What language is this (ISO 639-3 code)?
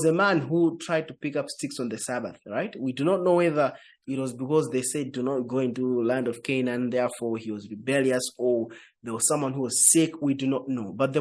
eng